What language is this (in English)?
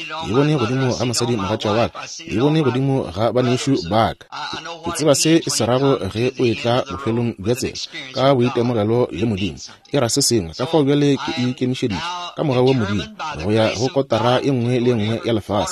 Northern Sotho